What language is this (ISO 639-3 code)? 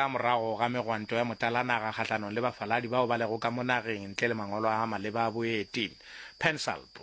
nso